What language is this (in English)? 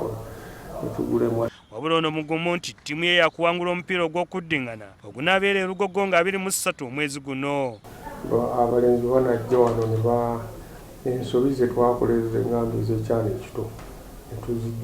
Ganda